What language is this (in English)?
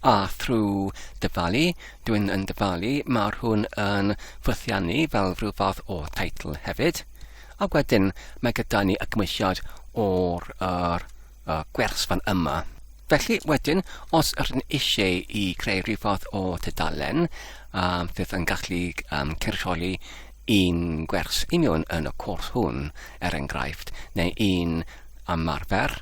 Welsh